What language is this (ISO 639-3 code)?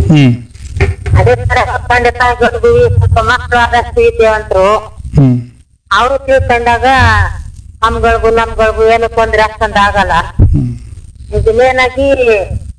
kan